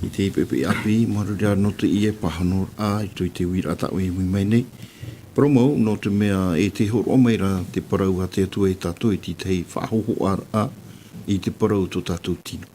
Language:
Tahitian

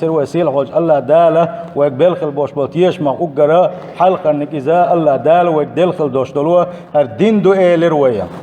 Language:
Chechen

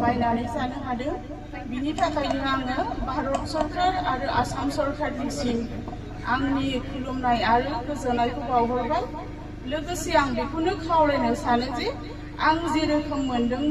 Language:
Bodo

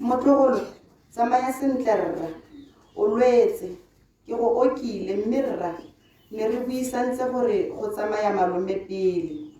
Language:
Tswana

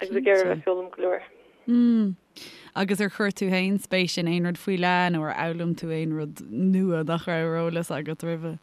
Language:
Irish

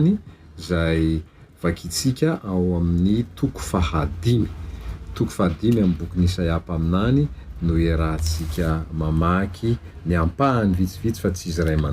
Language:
Malagasy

